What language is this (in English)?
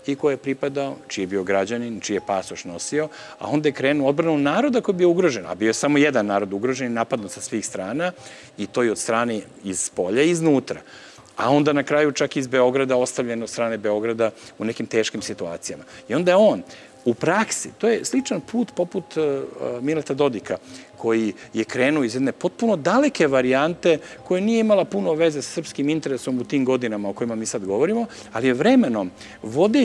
Serbian